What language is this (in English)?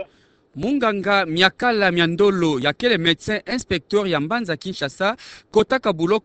Kituba (Democratic Republic of Congo)